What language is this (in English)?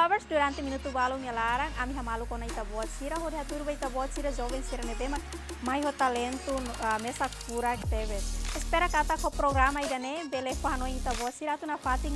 Tetum